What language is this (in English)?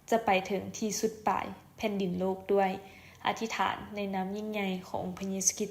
Lao